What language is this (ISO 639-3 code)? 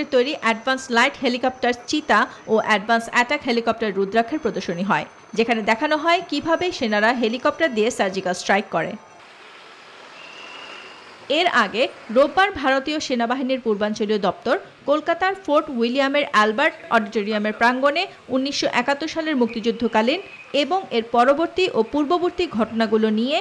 ben